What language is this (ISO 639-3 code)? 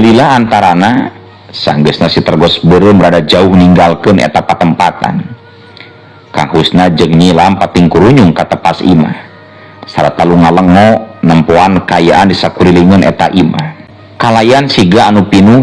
sun